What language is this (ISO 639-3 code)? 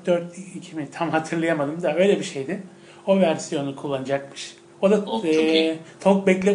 tur